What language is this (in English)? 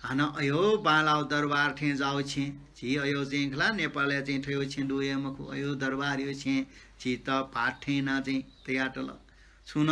Newari